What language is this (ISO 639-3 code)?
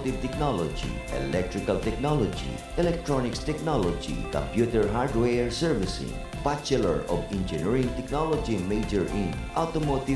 bik